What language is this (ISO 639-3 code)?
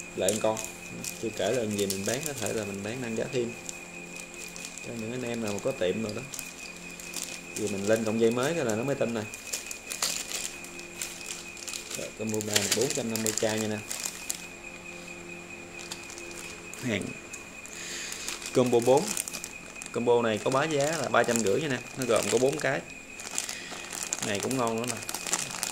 vie